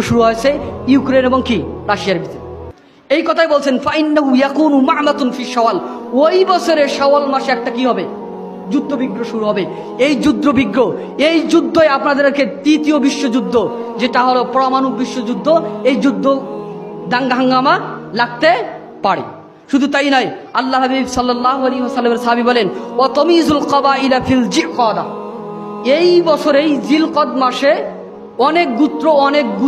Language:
Bangla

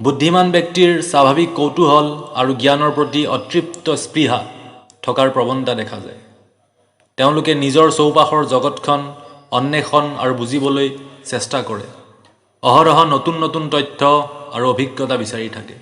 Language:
Assamese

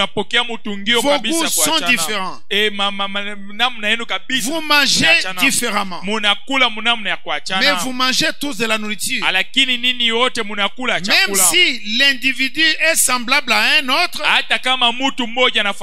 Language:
Swahili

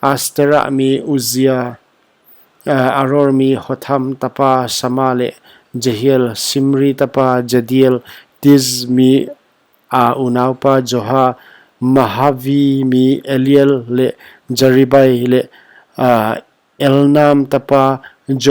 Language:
Paite Chin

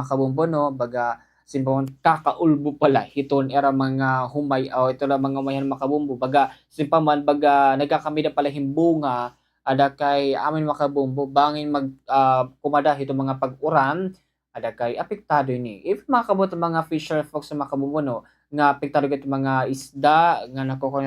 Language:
Waray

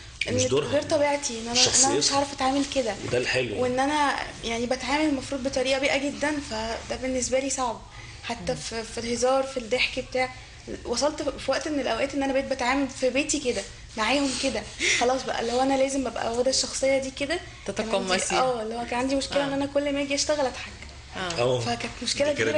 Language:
Egyptian Arabic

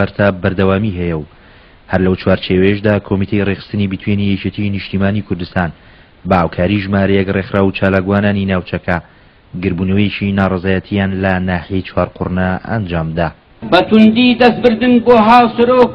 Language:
Central Kurdish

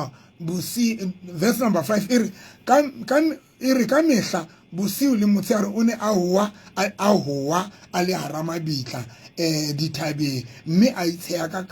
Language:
Southern Sotho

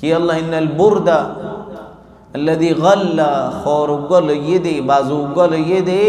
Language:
Rohingya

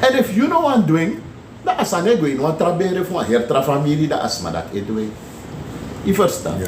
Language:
Sranan Tongo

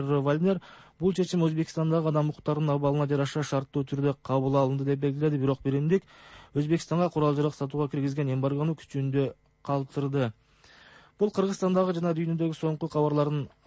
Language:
Kyrgyz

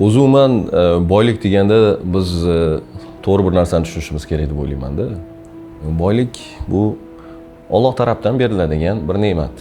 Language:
Uzbek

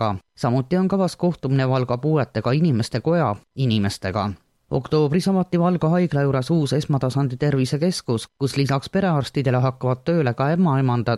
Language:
Estonian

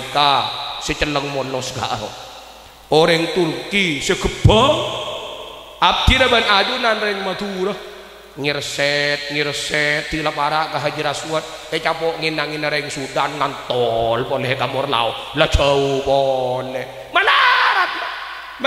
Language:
Madurese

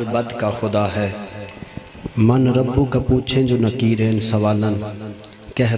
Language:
Urdu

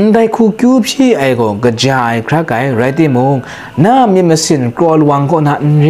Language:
Kachin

